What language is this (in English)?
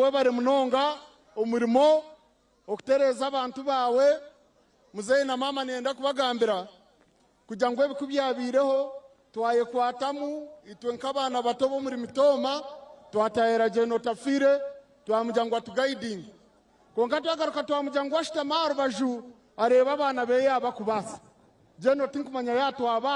Nyankole